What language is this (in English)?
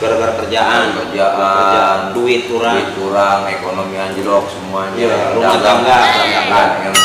Betawi